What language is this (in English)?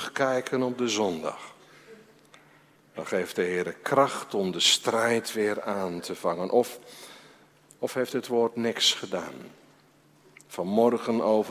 Dutch